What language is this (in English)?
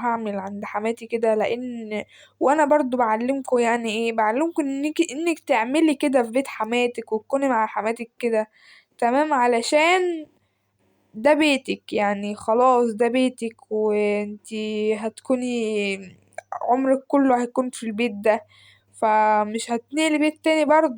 Egyptian Arabic